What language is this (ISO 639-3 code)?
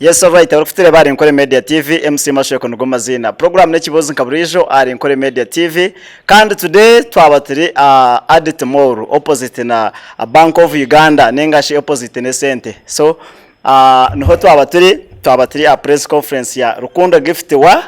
nyn